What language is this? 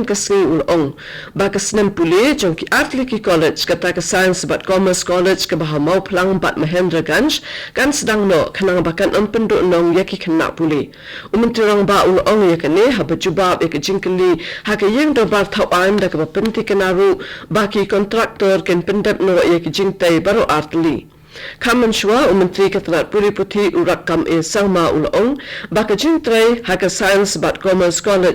Khasi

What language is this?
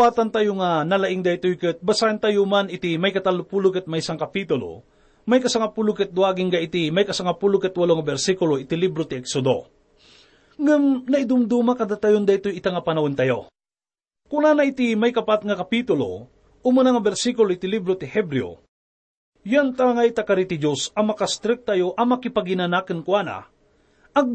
Iloko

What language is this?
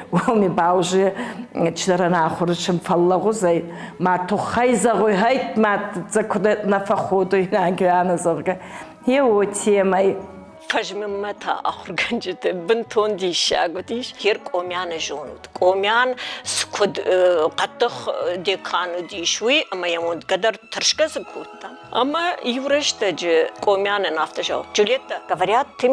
Ossetic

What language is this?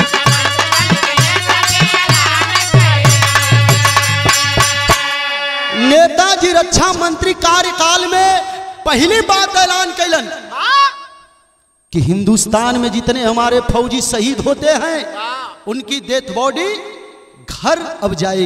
Bhojpuri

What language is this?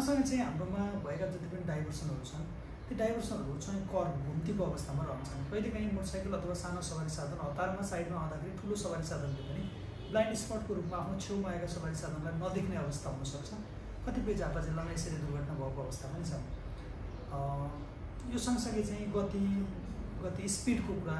Nepali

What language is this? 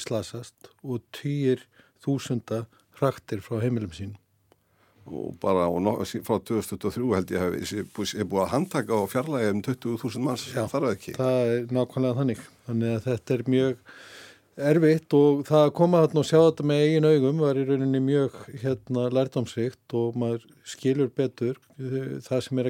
Icelandic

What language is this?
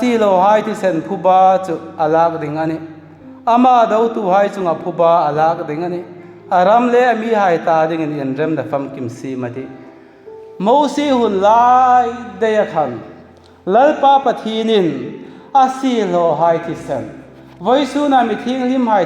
Hmar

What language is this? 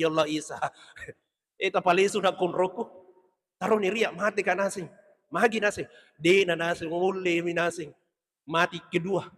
Buginese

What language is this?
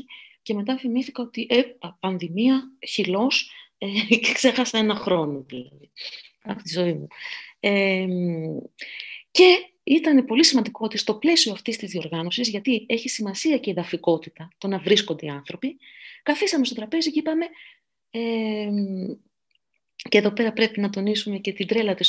Greek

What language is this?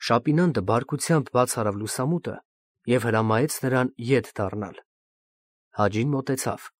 Armenian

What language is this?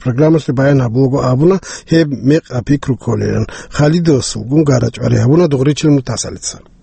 Avaric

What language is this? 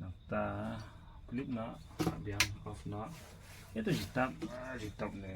Khasi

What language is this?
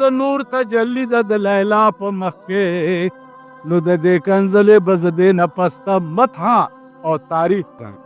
Pashto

